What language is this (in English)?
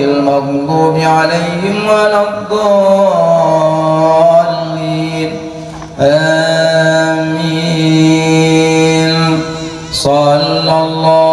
Achinese